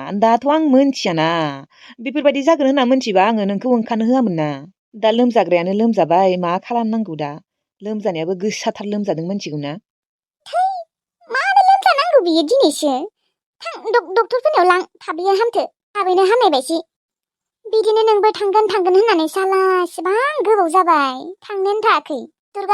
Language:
Bodo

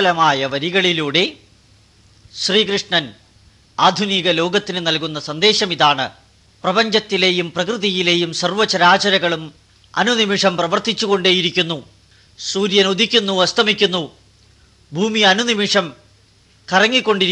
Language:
Malayalam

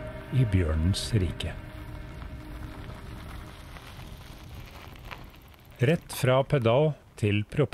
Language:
Norwegian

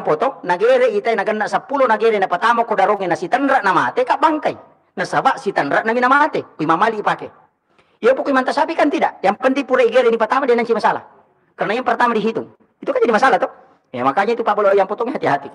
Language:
Buginese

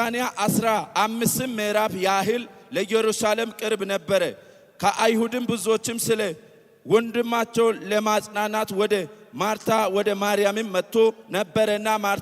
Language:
Amharic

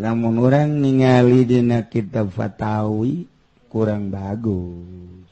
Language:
Sundanese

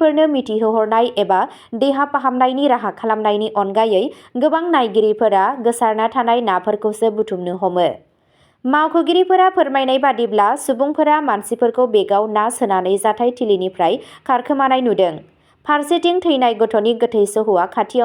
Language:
Bodo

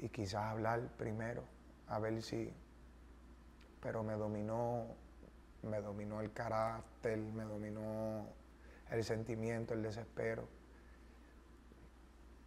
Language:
Spanish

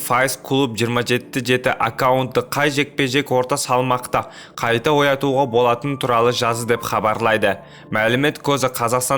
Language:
Kazakh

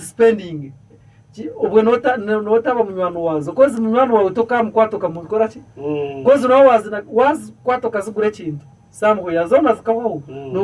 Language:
Nyankole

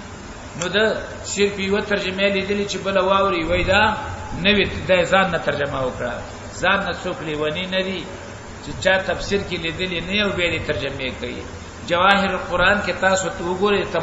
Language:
Pashto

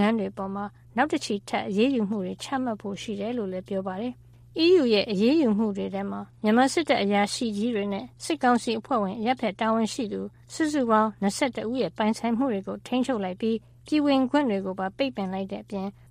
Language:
Burmese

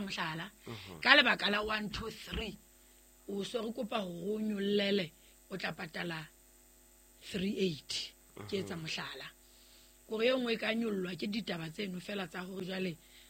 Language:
Southern Sotho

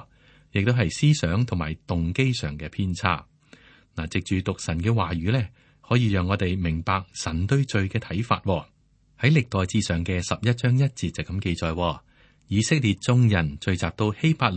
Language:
Cantonese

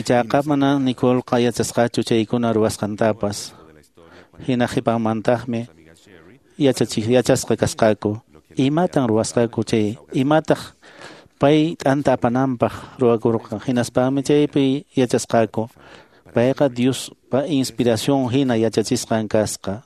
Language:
Quechua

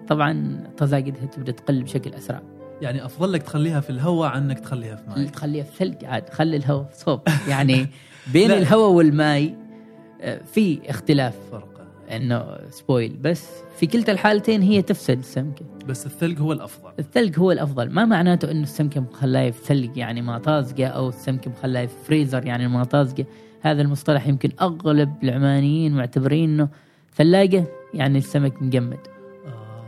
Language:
Gulf Arabic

